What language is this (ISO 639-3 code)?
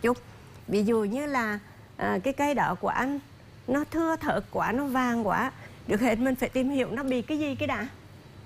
vie